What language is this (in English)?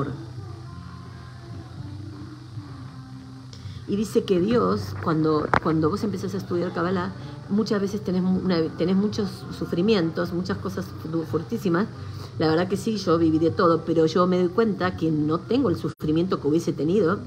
Spanish